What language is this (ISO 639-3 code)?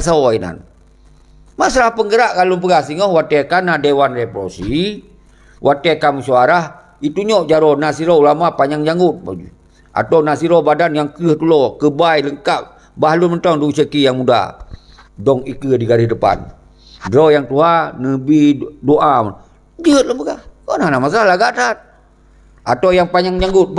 ace